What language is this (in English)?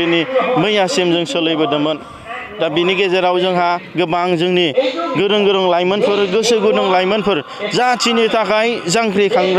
Bodo